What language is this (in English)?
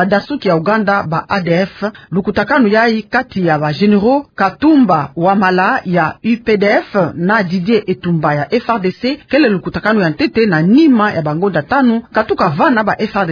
Kituba (Democratic Republic of Congo)